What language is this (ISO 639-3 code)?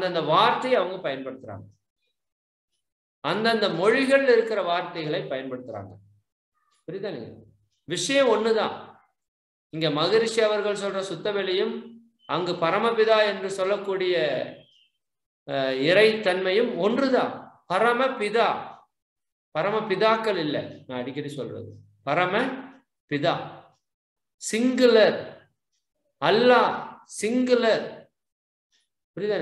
tam